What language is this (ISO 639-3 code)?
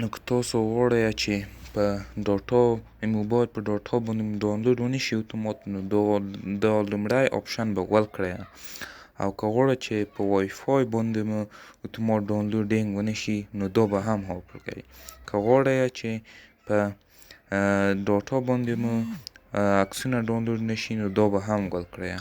pus